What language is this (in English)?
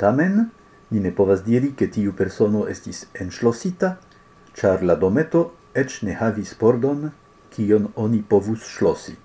Esperanto